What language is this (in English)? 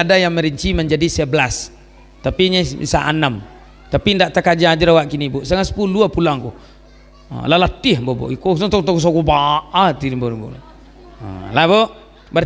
Minangkabau